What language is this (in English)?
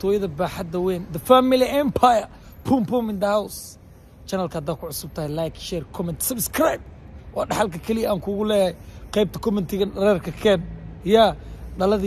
Somali